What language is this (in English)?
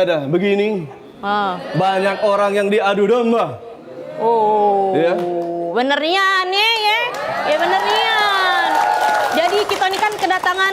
Musi